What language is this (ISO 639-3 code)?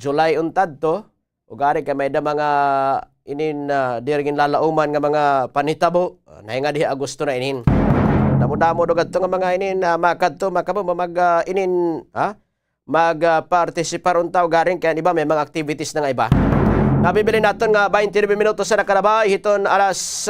war